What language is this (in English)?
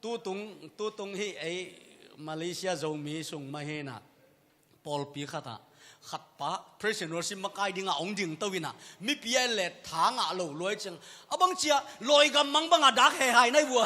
Tedim Chin